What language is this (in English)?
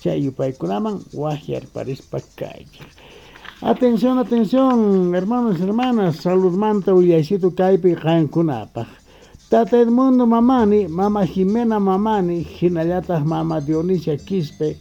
South Bolivian Quechua